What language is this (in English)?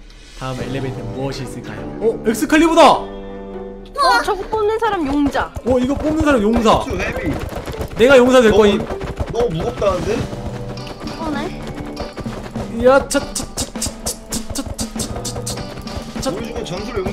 Korean